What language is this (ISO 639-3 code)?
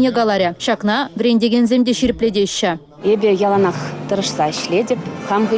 chv